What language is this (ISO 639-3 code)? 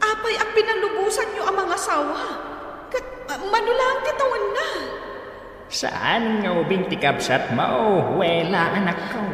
ilo